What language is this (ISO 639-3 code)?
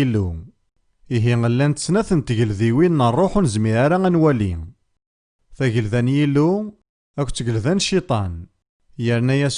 kab